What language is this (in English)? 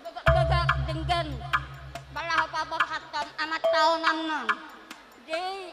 Batak Karo